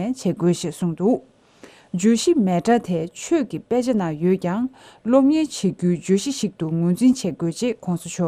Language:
Tibetan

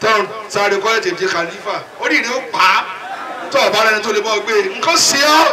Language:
Yoruba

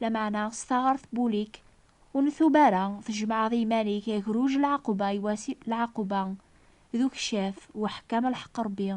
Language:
Kabyle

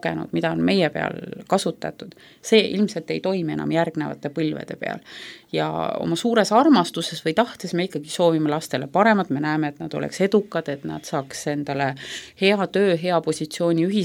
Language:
Estonian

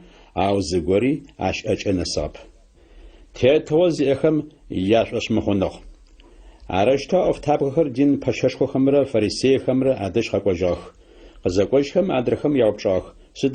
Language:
Adyghe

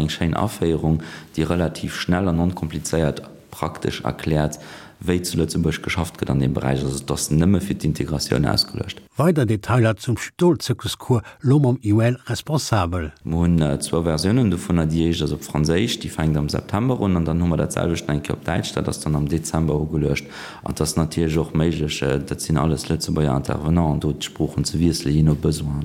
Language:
Luxembourgish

